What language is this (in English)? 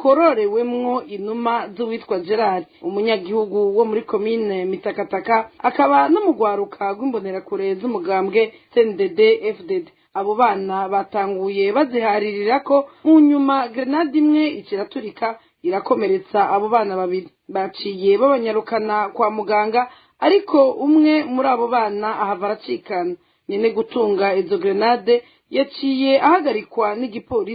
Rundi